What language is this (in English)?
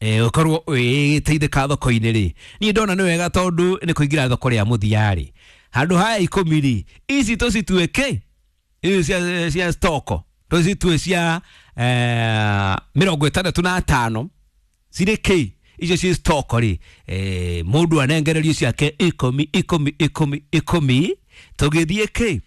Kikuyu